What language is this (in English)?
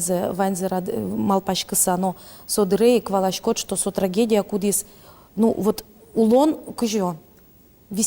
Udmurt